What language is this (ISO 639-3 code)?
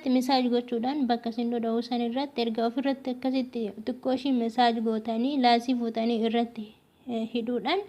orm